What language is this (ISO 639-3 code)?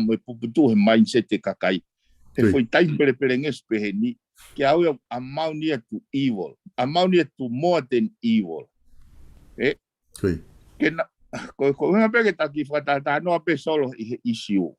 ton